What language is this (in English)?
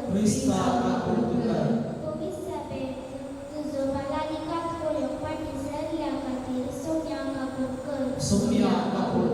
Konkani